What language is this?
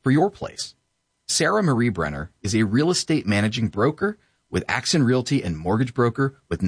English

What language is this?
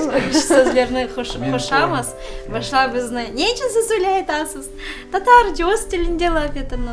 Crimean Tatar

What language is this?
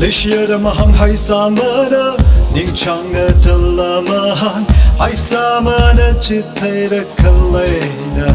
Tangkhul Naga (India)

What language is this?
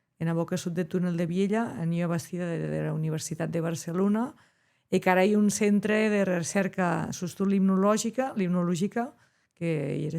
Occitan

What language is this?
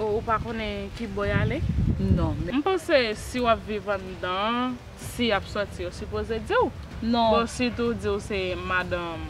Haitian Creole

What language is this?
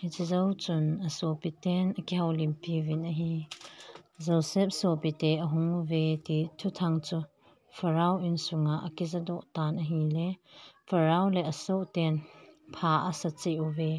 Thado Chin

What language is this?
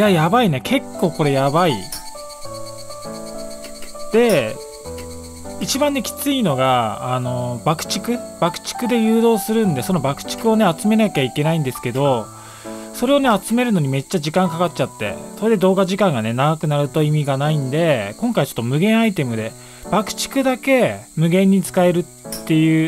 Japanese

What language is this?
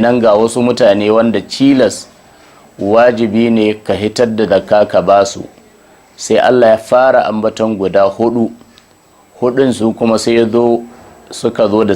Hausa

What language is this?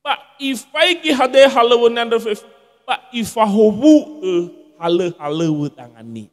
Nias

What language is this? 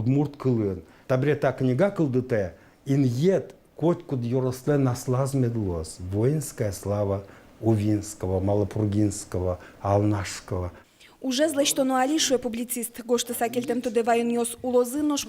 Udmurt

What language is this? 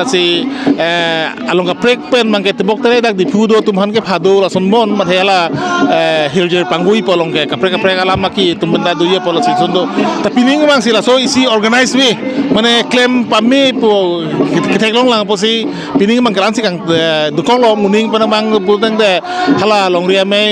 Karbi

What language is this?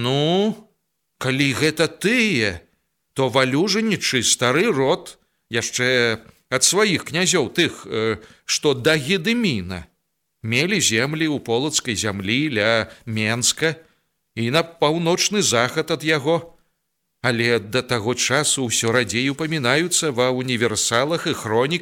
Belarusian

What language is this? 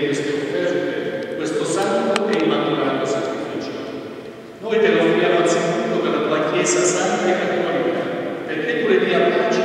Italian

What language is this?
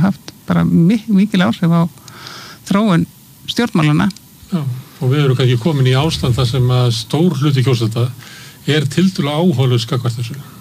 Icelandic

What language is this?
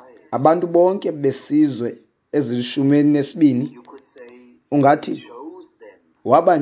Xhosa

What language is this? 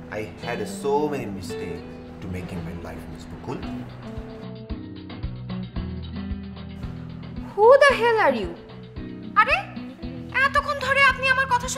Bangla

